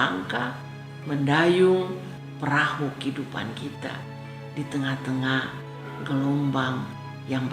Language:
Kupang Malay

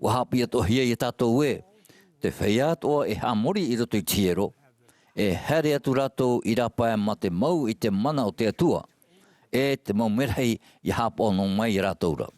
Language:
Tahitian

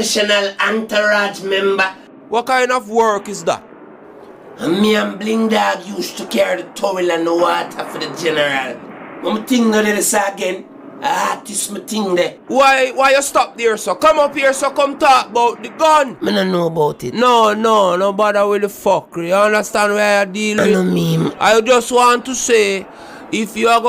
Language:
Jamaican Creole English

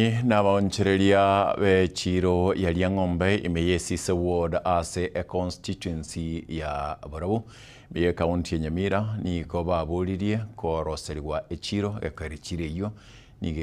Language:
Gusii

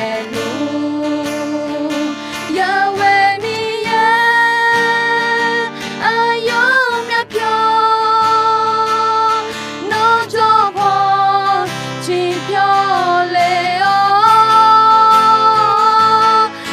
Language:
Akha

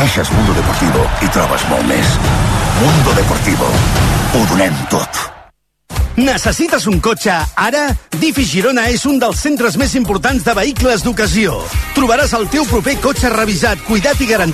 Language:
Catalan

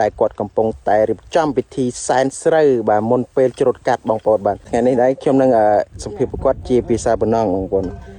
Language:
Khmer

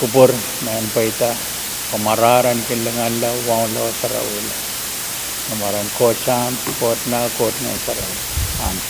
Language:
Pohnpeian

